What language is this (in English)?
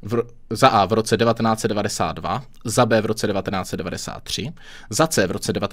Czech